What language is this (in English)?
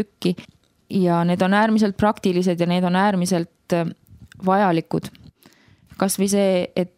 Estonian